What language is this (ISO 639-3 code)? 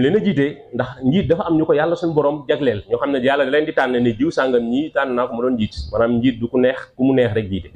wol